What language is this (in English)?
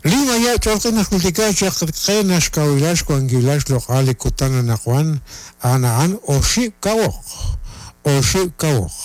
Kekchí